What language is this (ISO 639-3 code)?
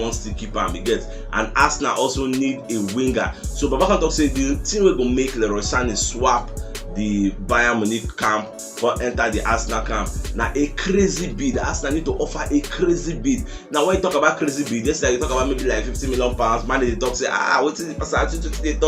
pcm